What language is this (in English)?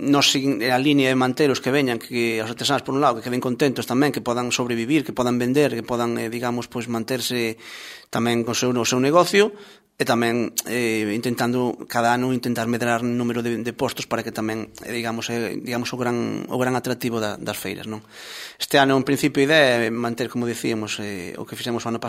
Galician